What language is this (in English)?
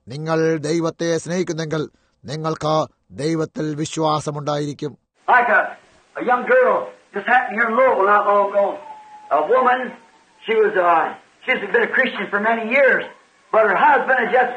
Malayalam